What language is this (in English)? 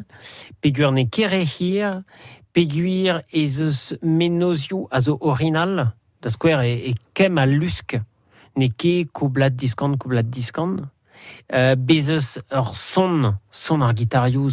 Breton